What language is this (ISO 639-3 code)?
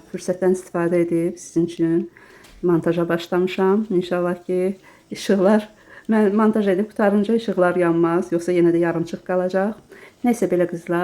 aze